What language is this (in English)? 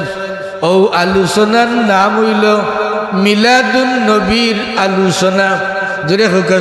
Sylheti